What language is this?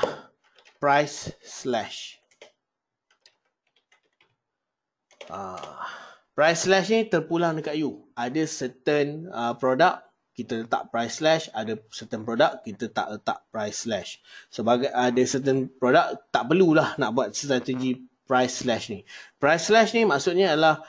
Malay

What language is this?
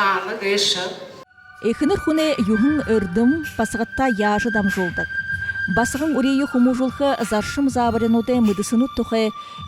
Buriat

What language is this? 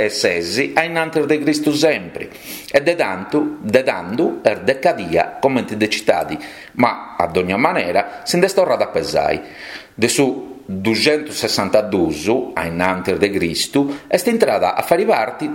Sardinian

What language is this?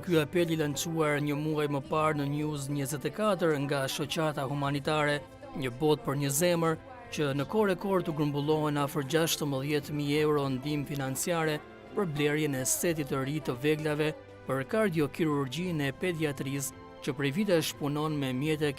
Albanian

